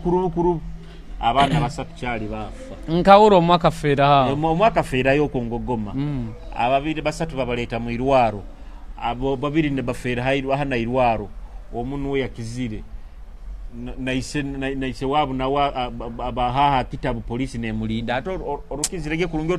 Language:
Nyoro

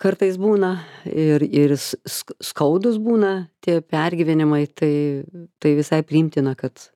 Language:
Lithuanian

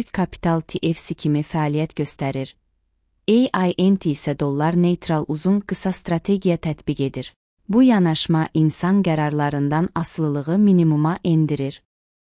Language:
Azerbaijani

